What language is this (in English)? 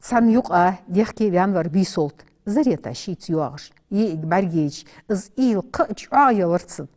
Ingush